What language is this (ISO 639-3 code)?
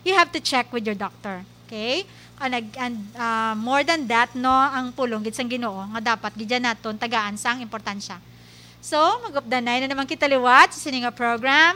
hil